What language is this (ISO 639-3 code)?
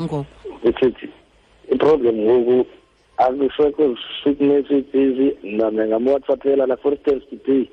xho